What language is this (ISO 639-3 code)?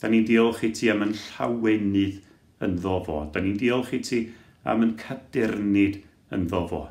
cym